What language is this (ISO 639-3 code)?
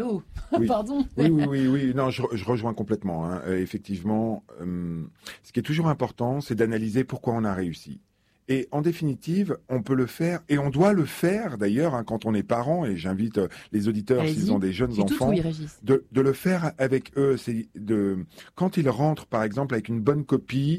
fra